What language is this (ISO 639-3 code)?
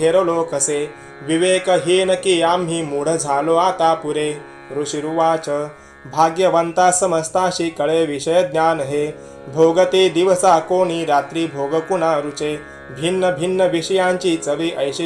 mar